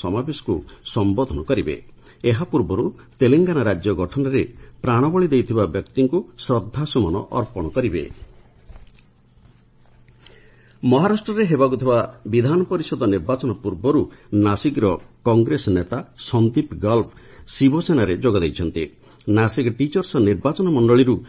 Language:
Odia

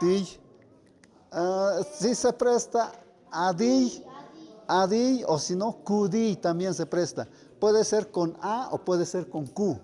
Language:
Tlahuitoltepec Mixe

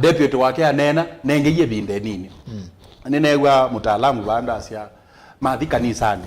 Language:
Kamba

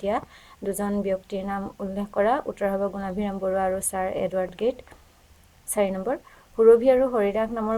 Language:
Assamese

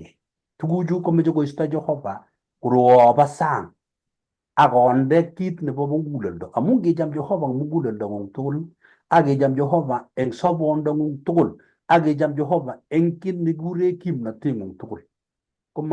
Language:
Kalenjin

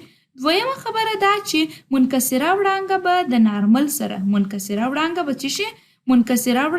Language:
Pashto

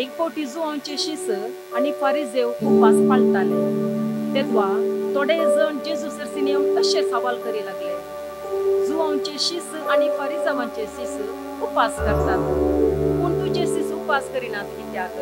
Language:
Konkani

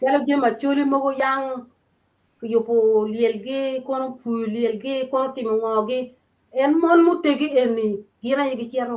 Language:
Acoli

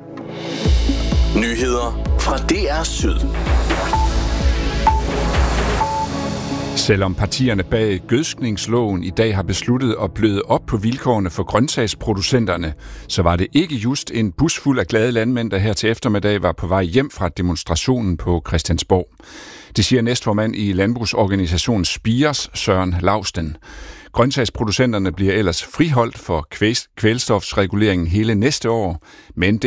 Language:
Danish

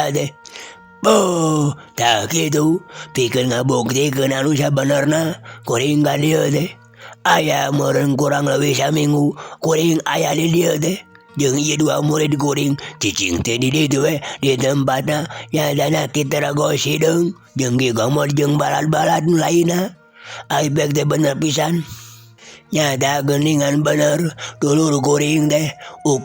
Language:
Sundanese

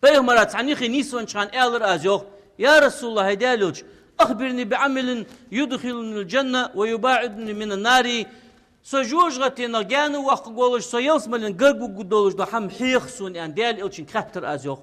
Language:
Ingush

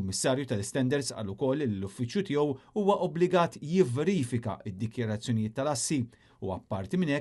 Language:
Maltese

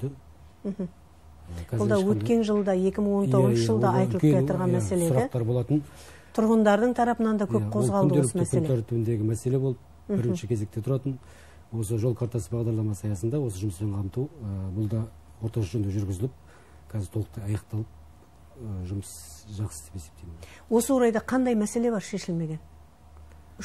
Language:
Kazakh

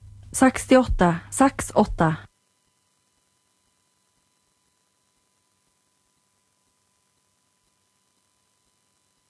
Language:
Norwegian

